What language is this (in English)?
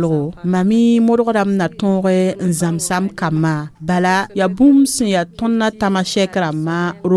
Mossi